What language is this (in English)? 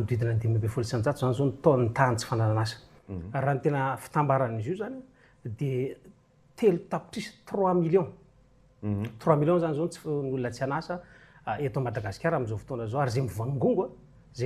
Malagasy